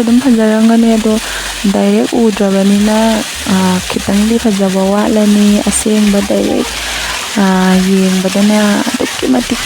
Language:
Manipuri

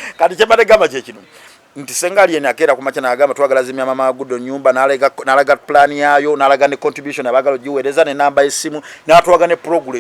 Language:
Ganda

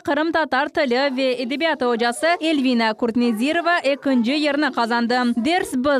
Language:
Crimean Tatar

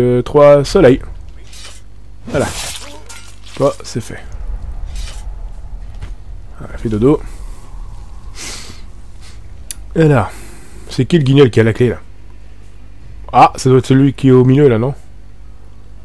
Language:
French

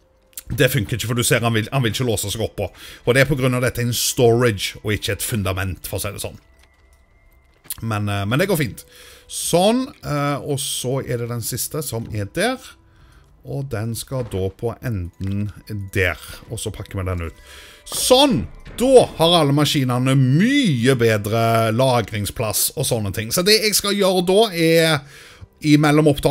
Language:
Norwegian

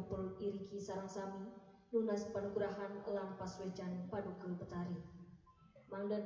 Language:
Balinese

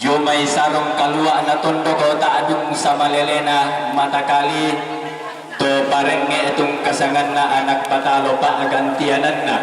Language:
Toraja-Sa'dan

